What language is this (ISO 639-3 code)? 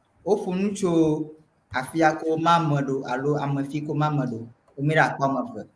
ewe